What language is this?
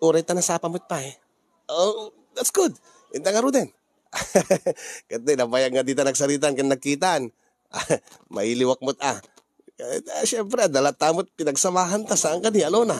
Iloko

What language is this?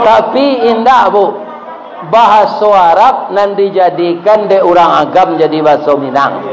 Minangkabau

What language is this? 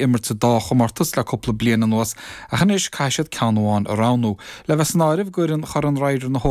Irish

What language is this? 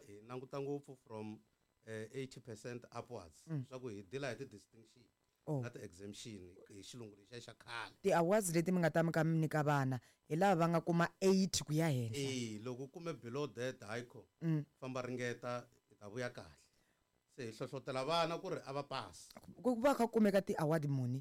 Tsonga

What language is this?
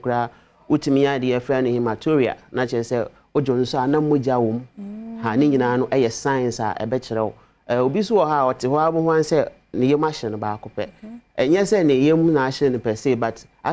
Akan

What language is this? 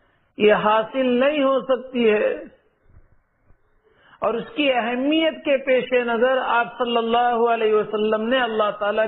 Urdu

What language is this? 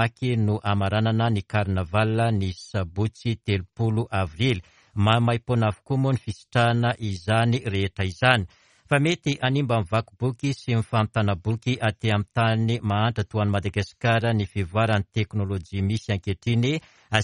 Malagasy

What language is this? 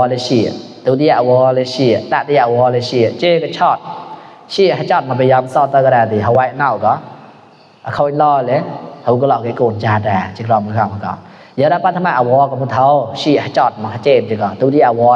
Mon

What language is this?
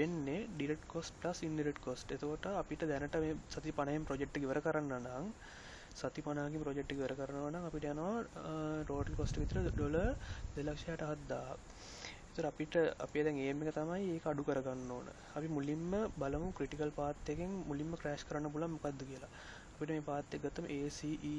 Sinhala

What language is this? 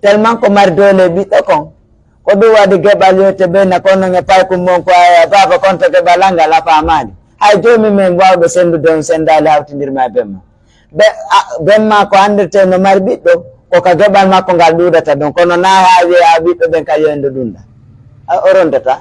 Pular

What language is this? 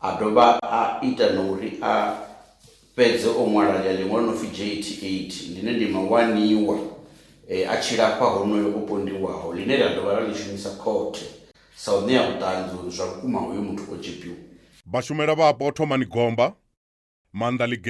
Venda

